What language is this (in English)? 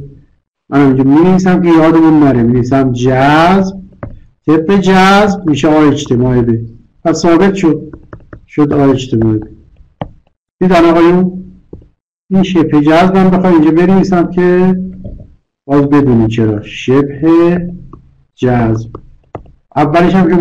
Persian